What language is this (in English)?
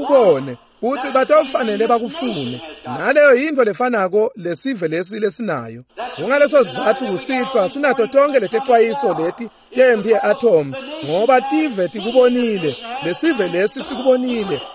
Swati